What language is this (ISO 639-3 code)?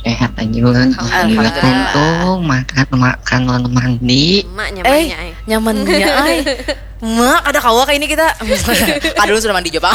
bjn